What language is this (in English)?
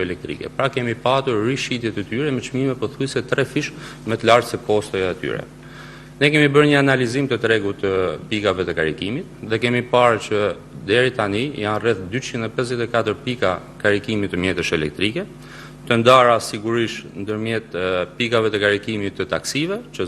Albanian